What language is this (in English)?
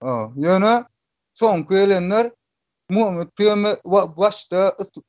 Turkmen